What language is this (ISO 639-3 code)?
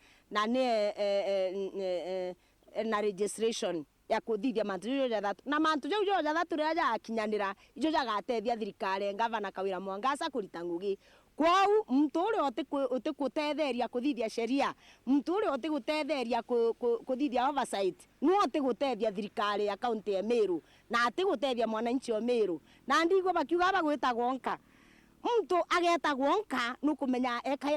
mer